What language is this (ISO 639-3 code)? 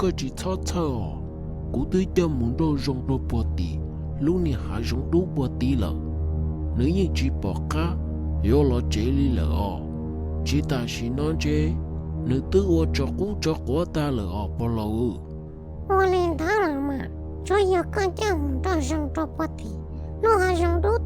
hmn